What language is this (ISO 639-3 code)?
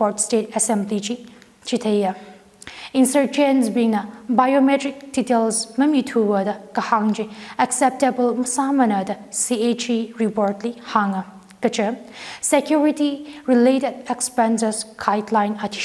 nmf